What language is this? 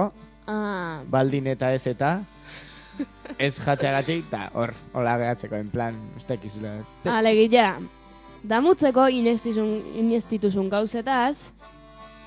Basque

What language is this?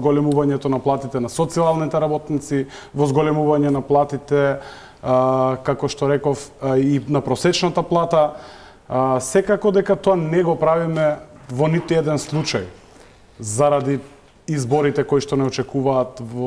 Macedonian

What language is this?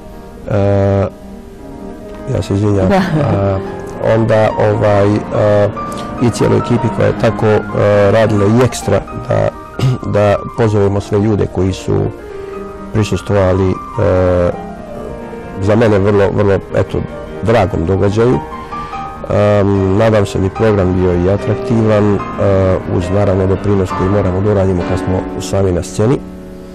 Bosnian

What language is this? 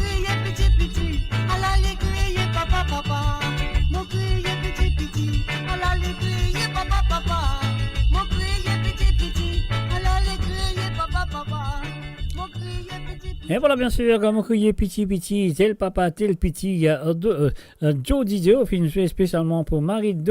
Morisyen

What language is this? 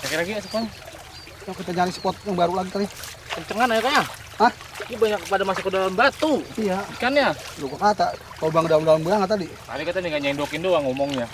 Betawi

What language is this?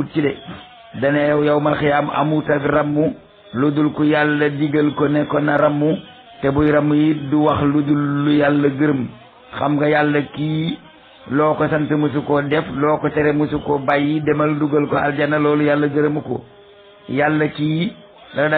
Wolof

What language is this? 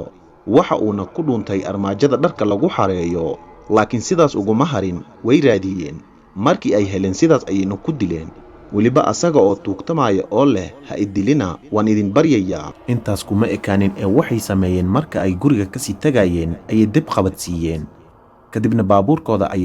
Somali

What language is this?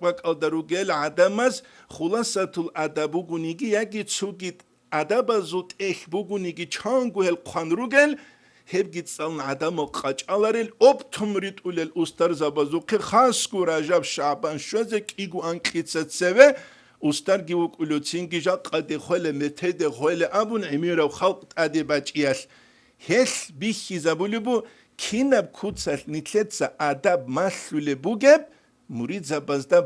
Avaric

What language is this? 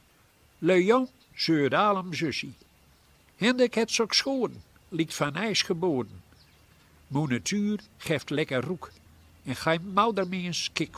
Gronings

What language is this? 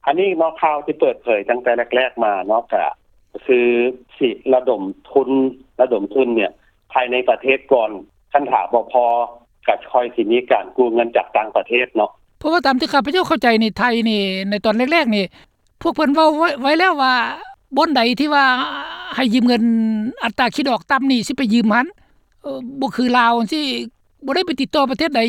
Lao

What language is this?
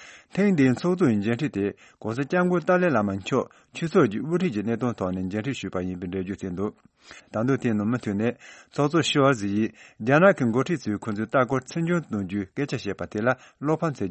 Tibetan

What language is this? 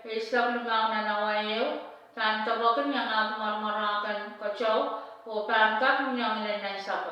Pohnpeian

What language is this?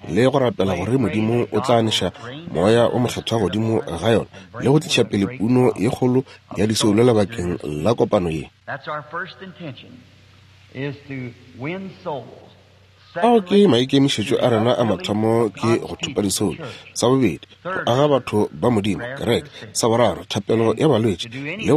Northern Sotho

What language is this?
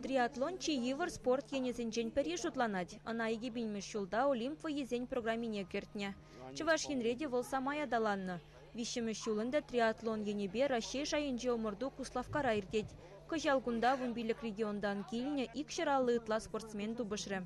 Chuvash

